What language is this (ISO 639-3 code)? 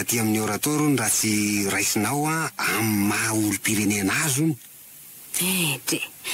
mlg